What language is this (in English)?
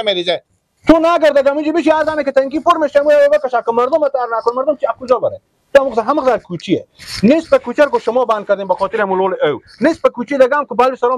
Persian